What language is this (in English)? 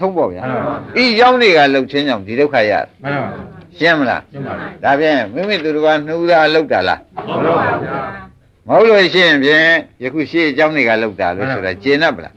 Burmese